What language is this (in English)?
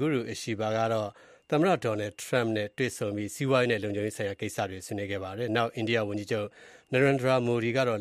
Burmese